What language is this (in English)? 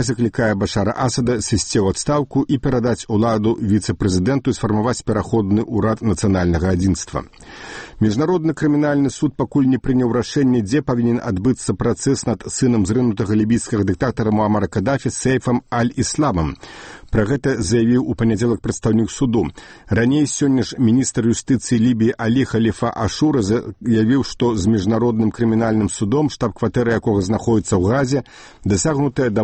Belarusian